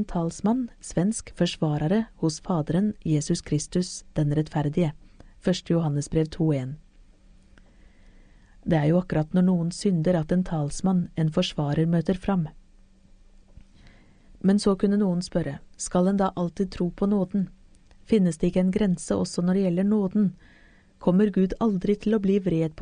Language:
Norwegian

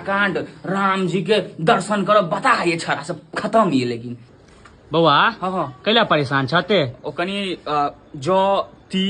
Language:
Maithili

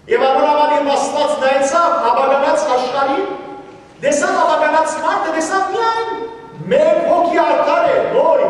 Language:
Western Armenian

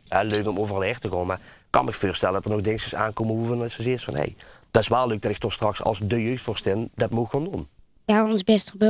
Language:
Limburgish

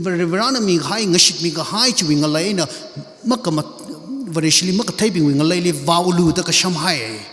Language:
Tangkhul Naga (India)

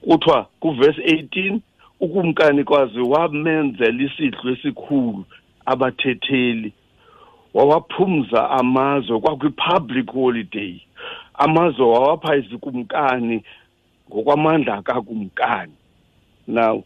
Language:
Xhosa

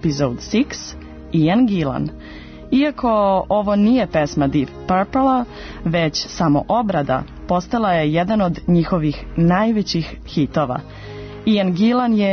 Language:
Serbian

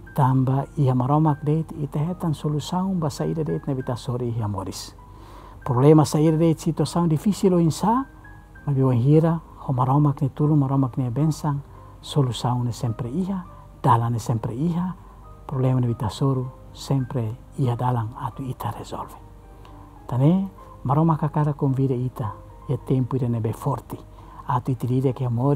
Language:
Tetum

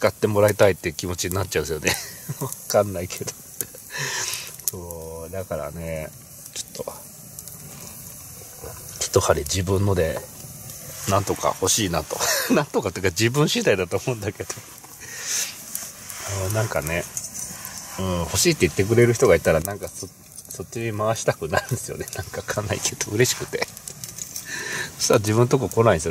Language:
Japanese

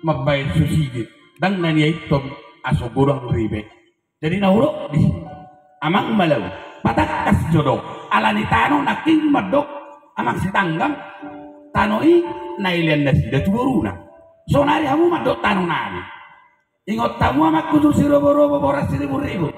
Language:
Batak Toba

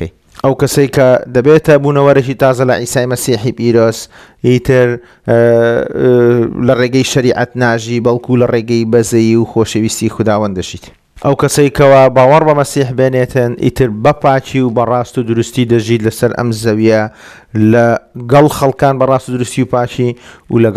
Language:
Central Kurdish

